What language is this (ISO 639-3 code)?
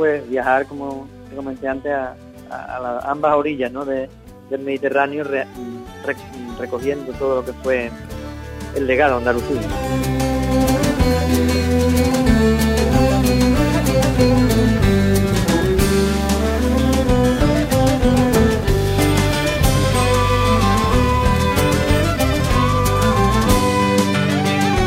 spa